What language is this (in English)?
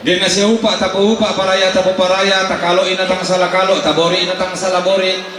Toraja-Sa'dan